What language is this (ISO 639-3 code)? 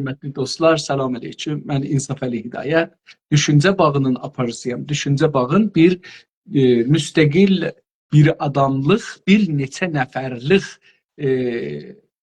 azb